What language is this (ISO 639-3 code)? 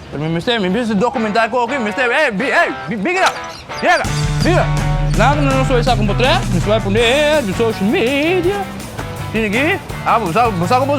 pap